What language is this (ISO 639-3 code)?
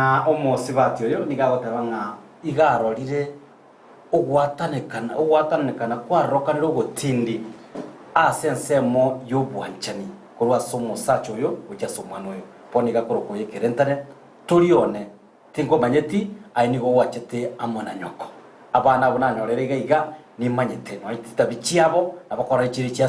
guz